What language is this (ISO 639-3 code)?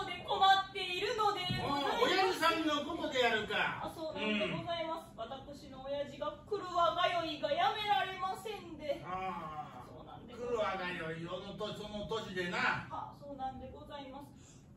jpn